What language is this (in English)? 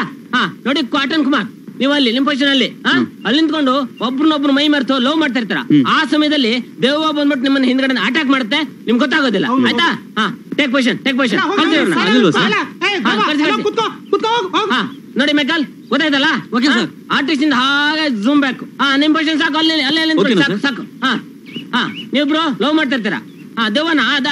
Kannada